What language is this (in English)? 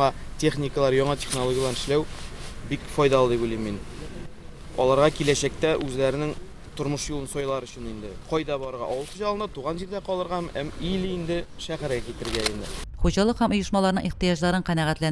Tatar